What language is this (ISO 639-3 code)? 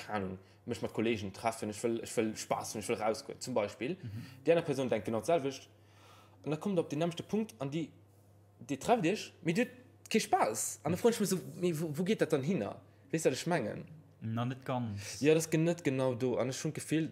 ltz